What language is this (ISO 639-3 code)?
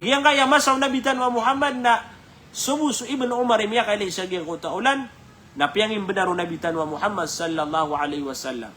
mrw